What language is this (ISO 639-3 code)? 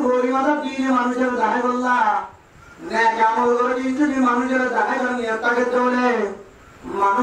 rhg